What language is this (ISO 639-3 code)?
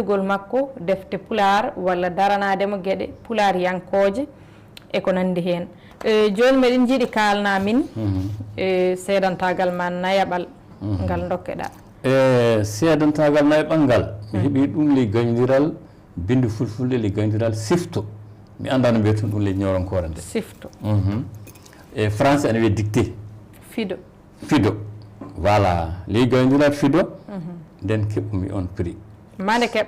ful